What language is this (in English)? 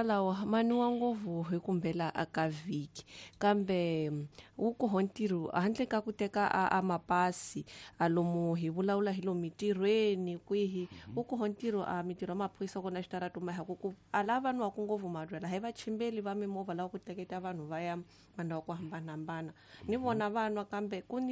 Tsonga